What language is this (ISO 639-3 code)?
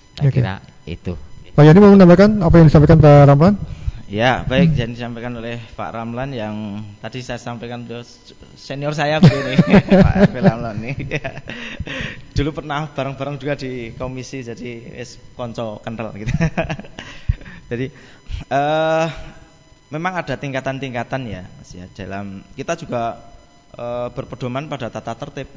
ind